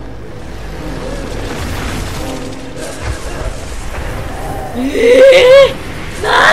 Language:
Japanese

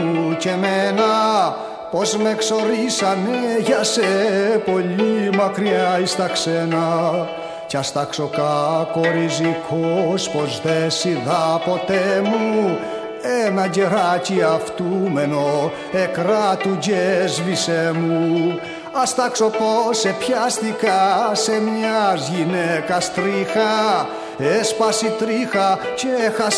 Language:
Greek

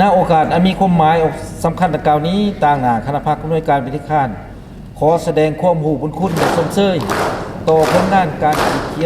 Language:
Lao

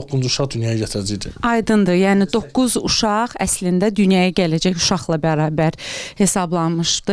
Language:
Azerbaijani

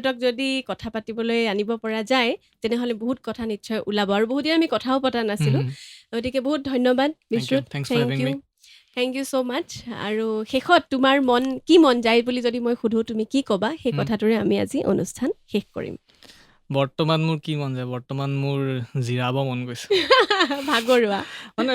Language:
Assamese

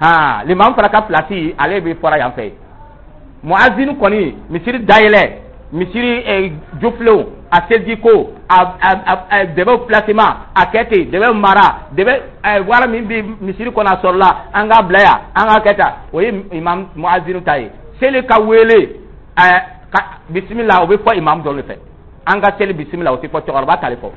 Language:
Dyula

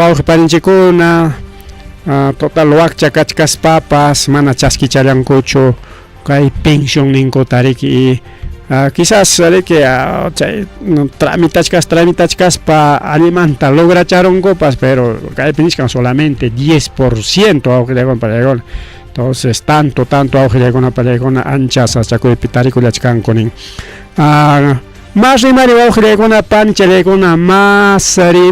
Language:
Ayacucho Quechua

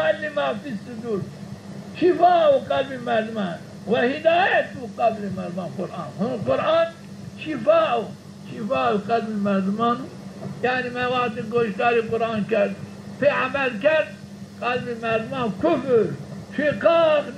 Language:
Zaza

